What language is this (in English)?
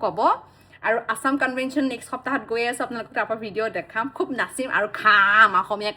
Assamese